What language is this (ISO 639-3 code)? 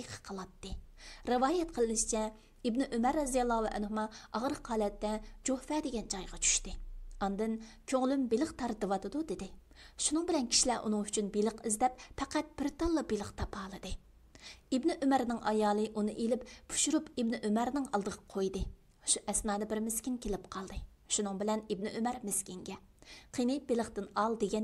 uig